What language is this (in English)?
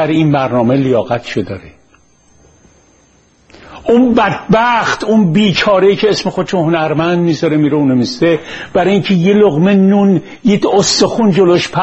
Persian